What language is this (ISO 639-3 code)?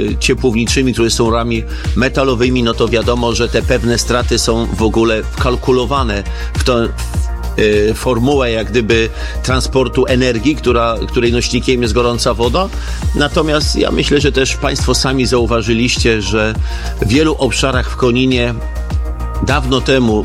pol